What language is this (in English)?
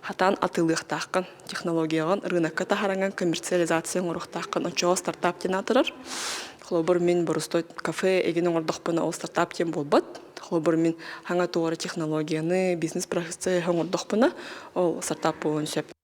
Yakut